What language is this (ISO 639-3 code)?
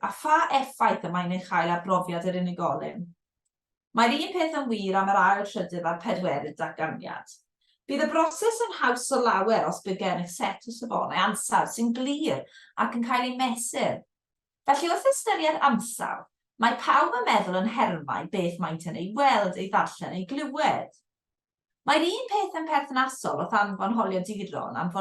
cym